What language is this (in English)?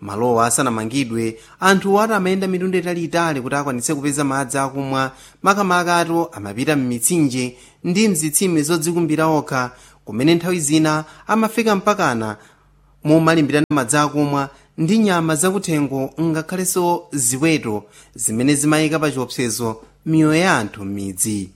Sena